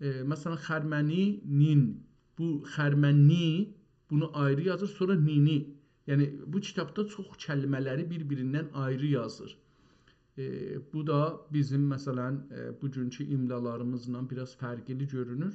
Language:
South Azerbaijani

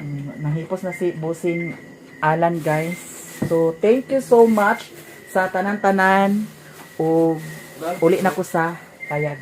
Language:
Cebuano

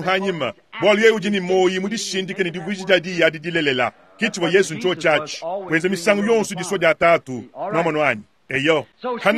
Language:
Luba-Lulua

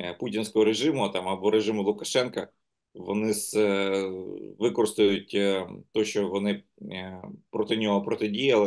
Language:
Ukrainian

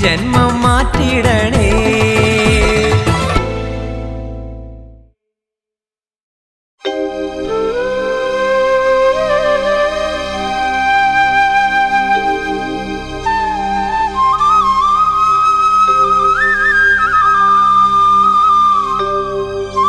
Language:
Malayalam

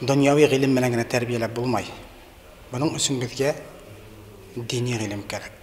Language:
Bashkir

